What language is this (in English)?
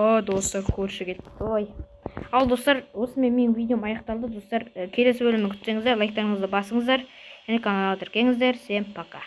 Kazakh